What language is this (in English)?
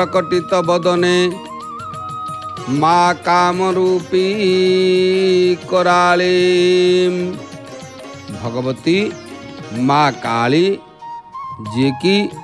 Odia